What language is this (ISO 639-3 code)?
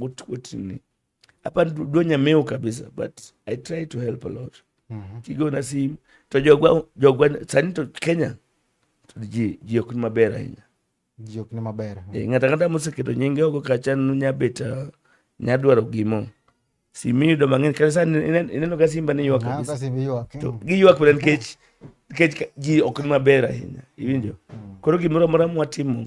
luo